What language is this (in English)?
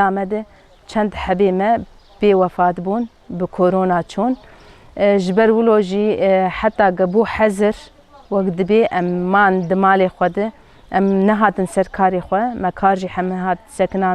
Kurdish